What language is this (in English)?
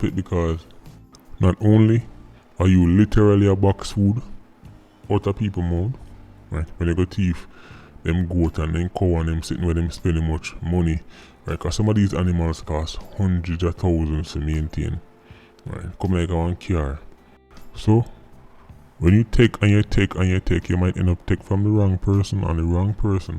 Jamaican Creole English